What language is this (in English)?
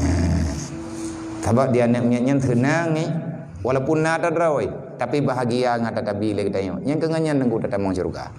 Achinese